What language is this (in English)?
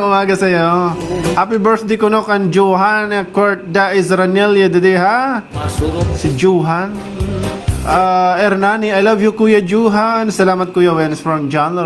Waray